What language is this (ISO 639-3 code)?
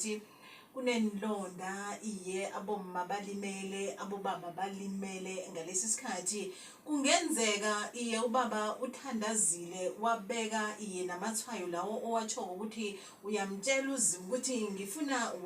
zul